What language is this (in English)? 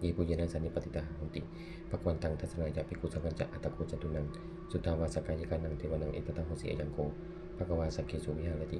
Pali